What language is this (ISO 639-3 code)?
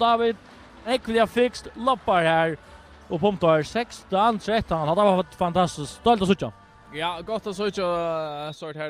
fao